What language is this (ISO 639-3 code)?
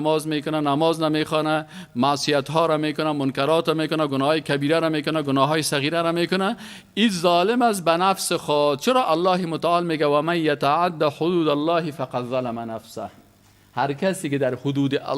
fas